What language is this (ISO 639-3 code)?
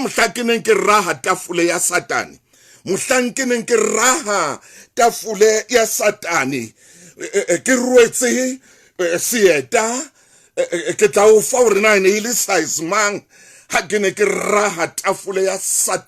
sot